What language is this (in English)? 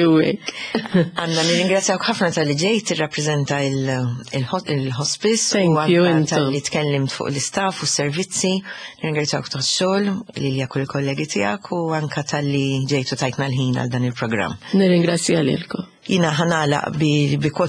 Maltese